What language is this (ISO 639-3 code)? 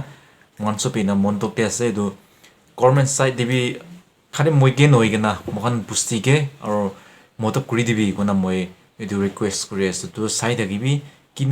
nag